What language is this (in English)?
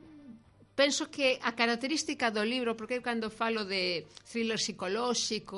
Galician